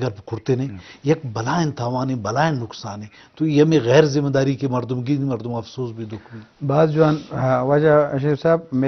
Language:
Eastern Balochi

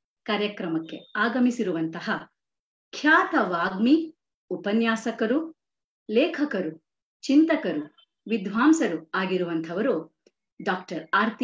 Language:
Kannada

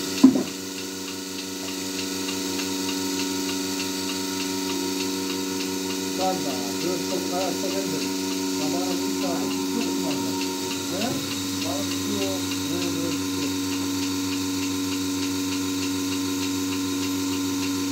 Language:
Turkish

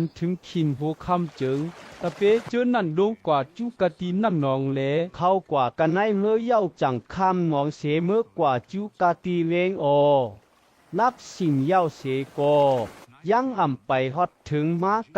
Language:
Shan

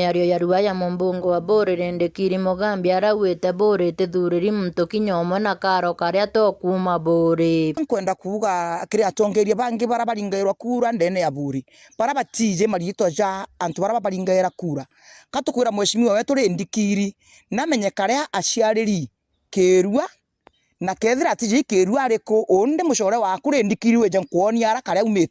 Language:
Meru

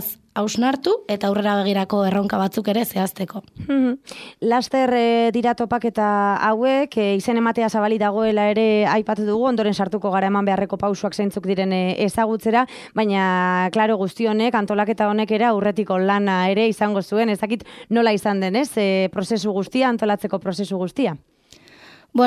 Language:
Basque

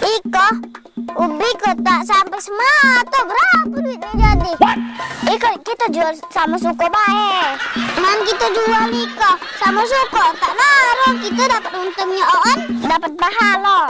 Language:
Musi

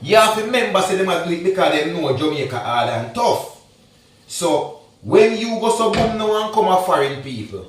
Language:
Jamaican Creole English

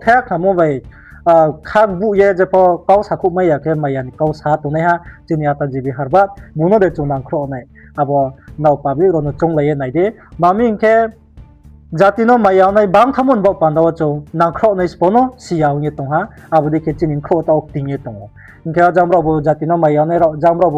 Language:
Riang (India)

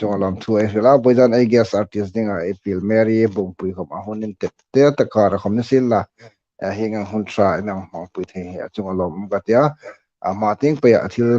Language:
Hmar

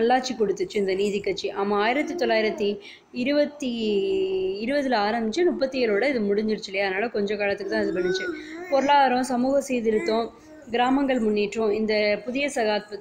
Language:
Tamil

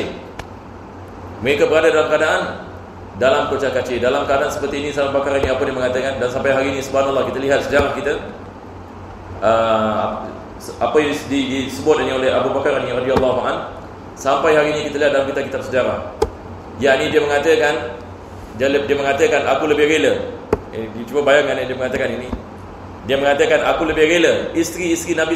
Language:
Malay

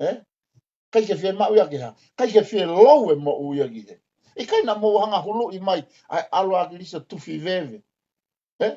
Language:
Tongan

